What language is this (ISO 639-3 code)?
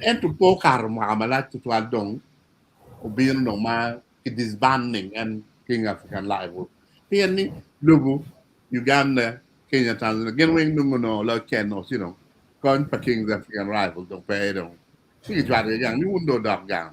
ach